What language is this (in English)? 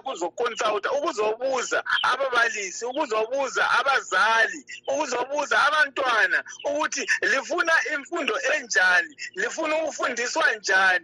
North Ndebele